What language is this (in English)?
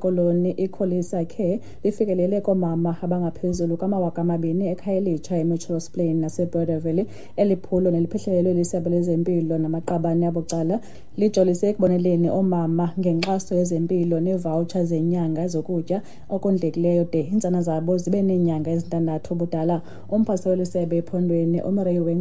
Xhosa